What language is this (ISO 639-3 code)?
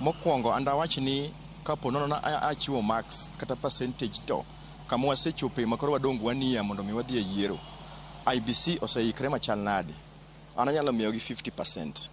luo